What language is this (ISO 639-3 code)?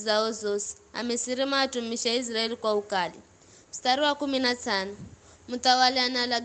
nyf